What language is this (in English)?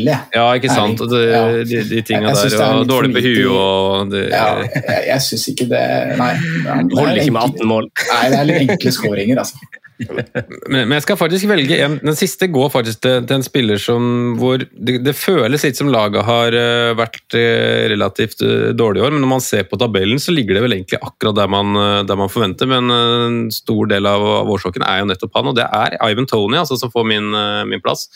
Norwegian